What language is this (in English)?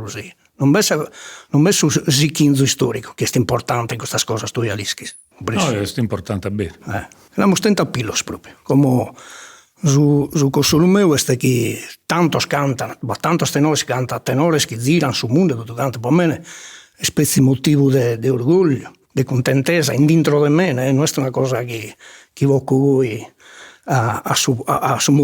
Sardinian